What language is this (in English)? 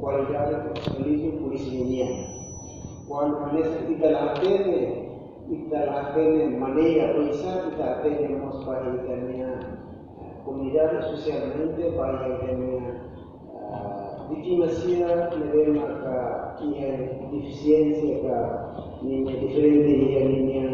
Tetum